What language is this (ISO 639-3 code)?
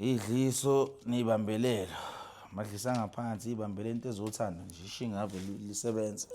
zul